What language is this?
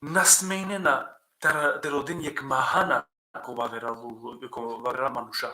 Balkan Romani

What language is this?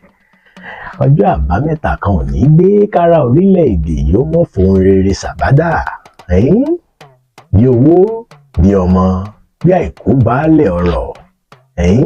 Yoruba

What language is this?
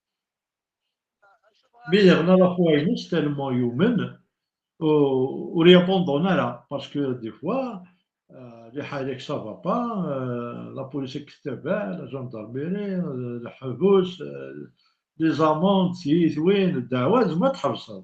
Kabyle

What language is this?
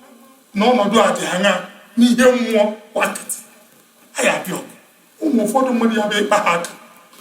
Igbo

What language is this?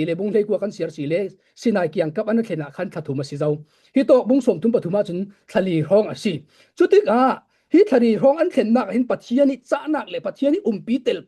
Falam Chin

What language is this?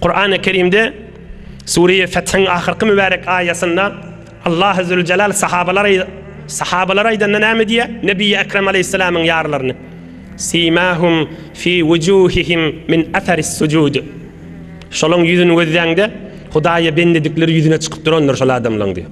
Turkmen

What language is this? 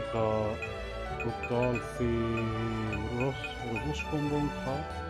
Swiss German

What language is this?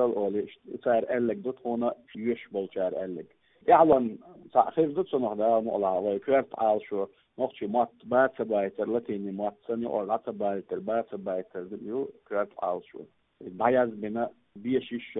Chechen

